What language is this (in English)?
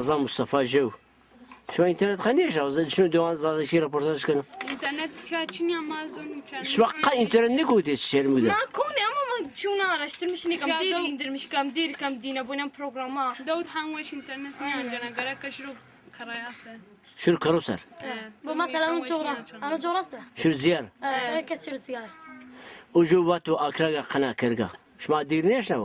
Zaza